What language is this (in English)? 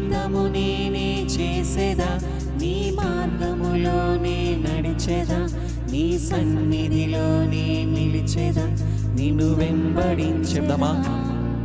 Telugu